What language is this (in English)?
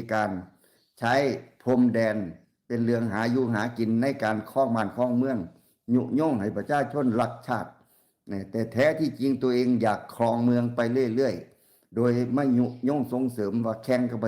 Lao